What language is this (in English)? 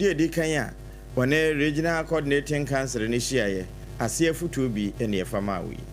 Akan